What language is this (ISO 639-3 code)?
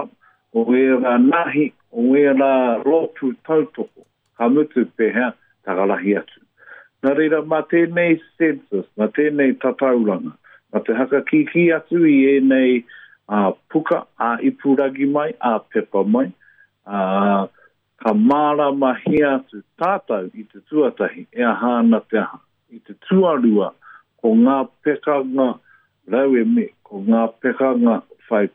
mri